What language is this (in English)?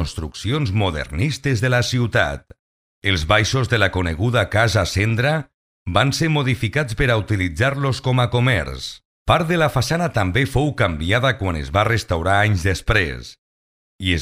Catalan